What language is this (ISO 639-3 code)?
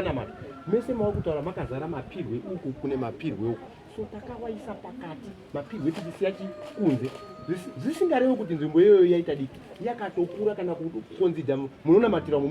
sna